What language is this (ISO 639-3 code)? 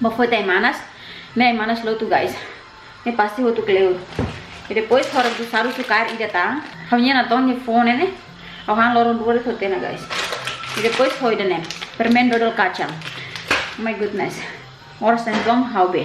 tet